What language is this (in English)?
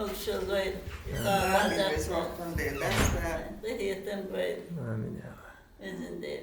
Chechen